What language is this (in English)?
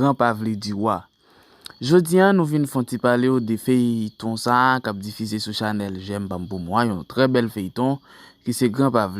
Haitian Creole